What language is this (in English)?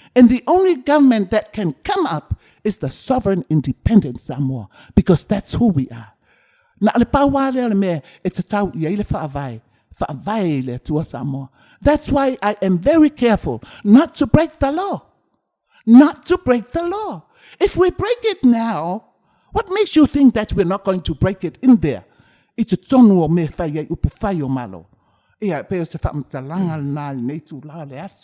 Samoan